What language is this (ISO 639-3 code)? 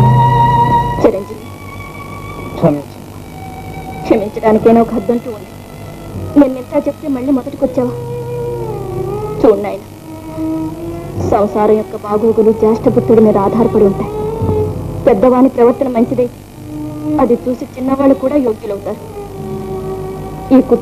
tel